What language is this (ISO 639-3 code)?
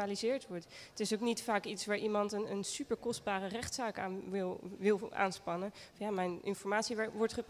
nld